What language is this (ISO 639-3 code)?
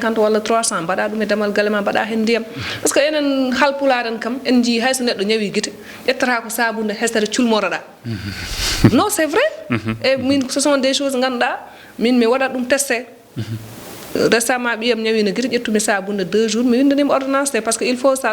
ful